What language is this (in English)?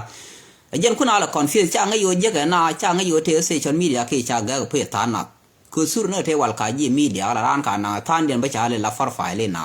Nuer